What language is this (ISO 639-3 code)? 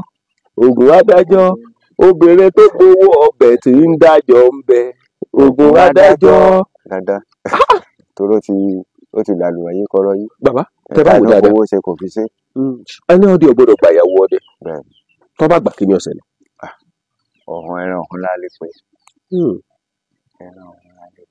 yor